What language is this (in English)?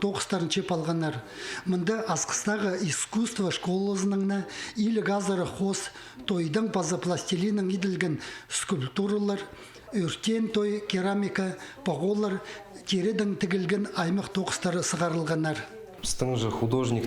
Khakas